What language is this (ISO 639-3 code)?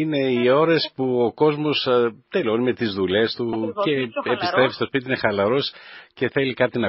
ell